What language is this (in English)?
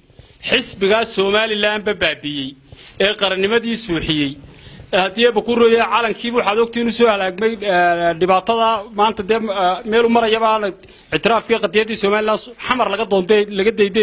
Somali